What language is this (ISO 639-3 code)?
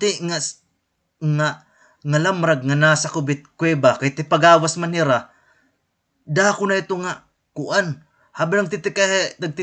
war